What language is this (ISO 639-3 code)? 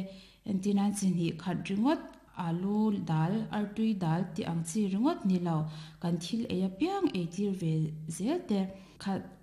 lus